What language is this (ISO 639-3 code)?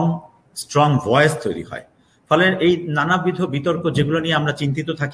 ben